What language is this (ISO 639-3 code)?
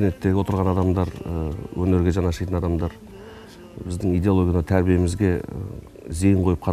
kaz